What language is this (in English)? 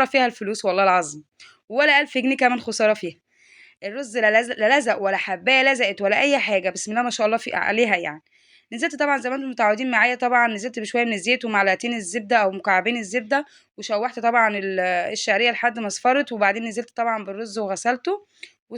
Egyptian Arabic